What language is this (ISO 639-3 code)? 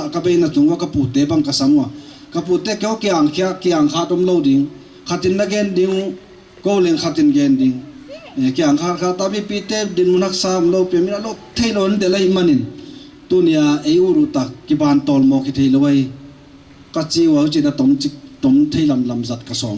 pck